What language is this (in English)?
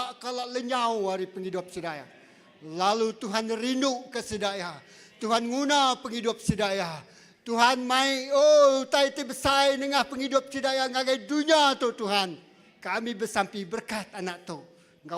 Iban